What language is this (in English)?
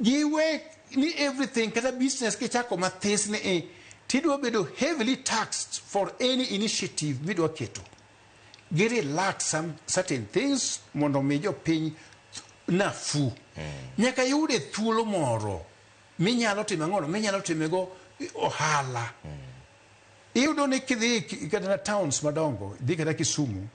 Luo (Kenya and Tanzania)